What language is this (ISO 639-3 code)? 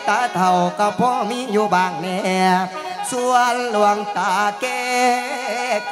tts